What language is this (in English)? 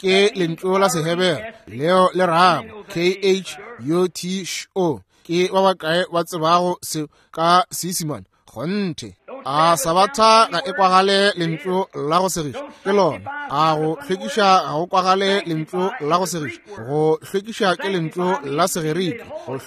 Northern Sotho